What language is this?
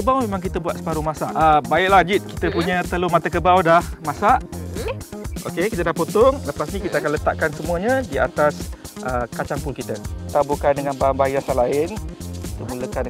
Malay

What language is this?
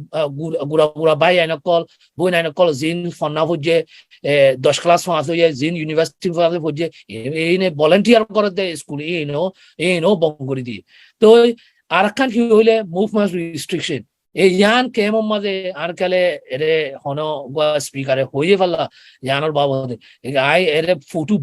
Rohingya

